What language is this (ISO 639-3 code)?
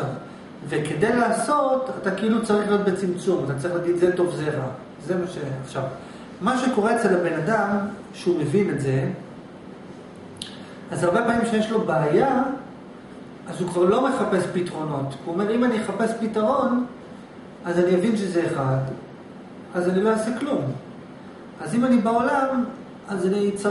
heb